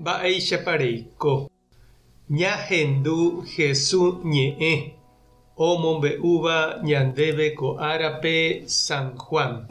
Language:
Guarani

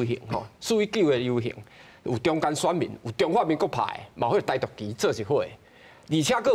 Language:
Min Nan Chinese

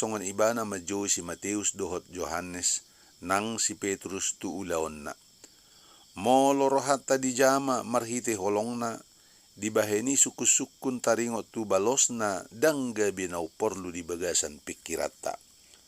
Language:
Batak Toba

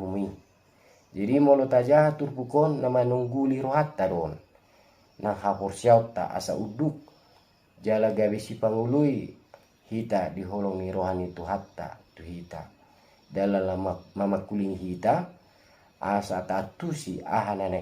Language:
Batak Toba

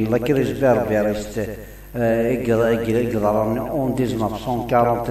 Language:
Kabyle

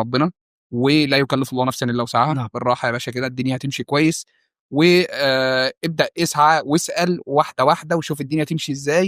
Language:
Egyptian Arabic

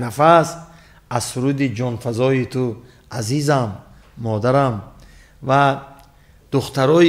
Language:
Tajik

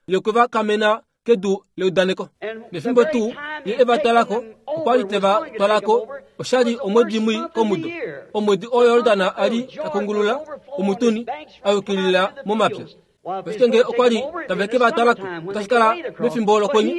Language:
Kuanyama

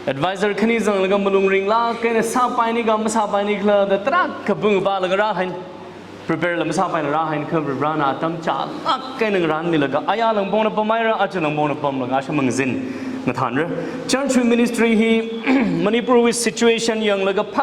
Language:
Tangkhul Naga (India)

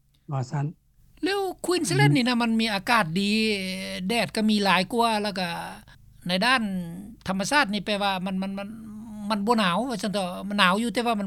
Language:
Lao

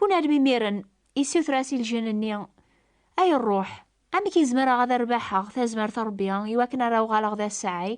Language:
Kabyle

